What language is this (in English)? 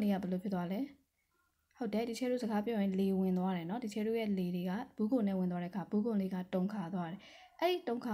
Burmese